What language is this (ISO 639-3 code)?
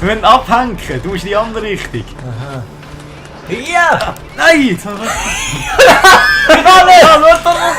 gsw